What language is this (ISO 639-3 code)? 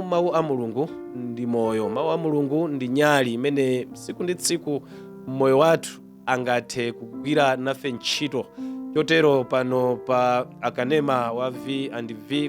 nya